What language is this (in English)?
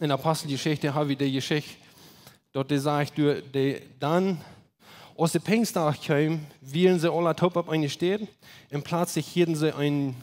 Plautdietsch